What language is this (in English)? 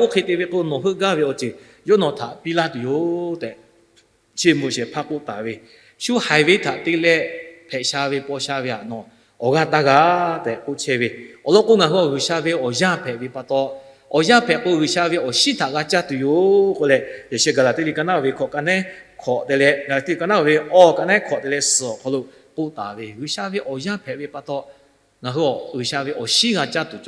Lahu